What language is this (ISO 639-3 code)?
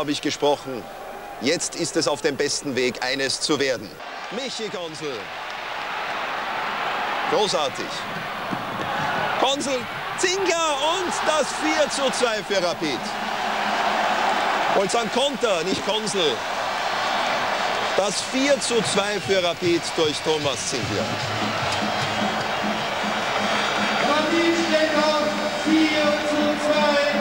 deu